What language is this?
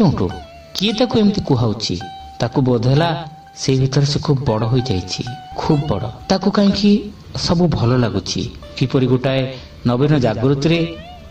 Odia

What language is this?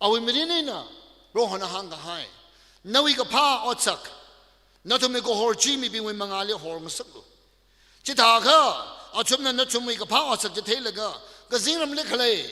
Tangkhul Naga (India)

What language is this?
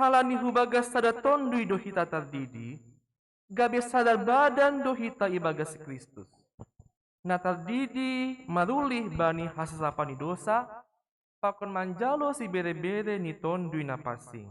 Batak Simalungun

